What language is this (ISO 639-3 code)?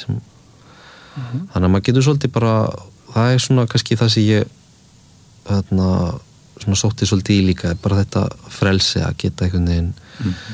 isl